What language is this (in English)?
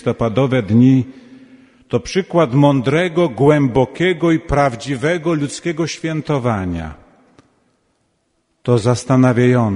Polish